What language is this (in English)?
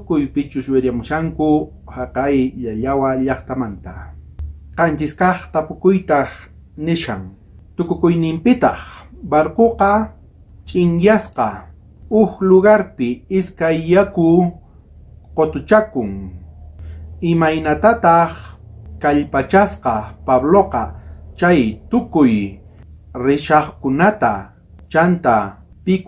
South Bolivian Quechua